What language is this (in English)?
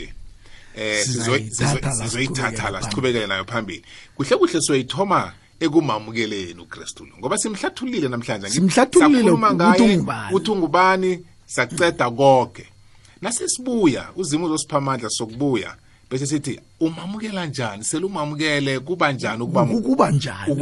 South Ndebele